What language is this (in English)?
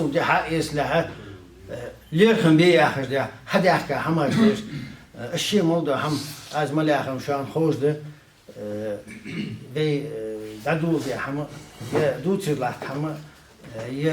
Ingush